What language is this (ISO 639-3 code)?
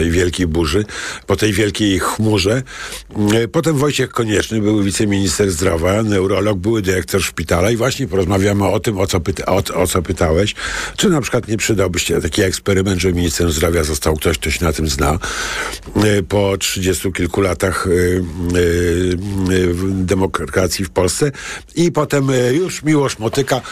pol